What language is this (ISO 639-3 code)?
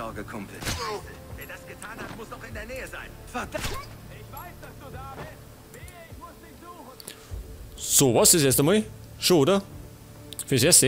bar